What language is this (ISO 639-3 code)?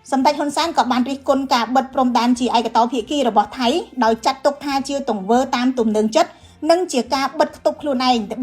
khm